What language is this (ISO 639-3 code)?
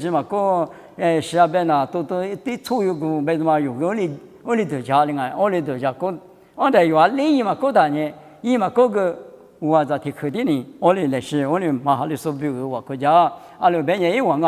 lis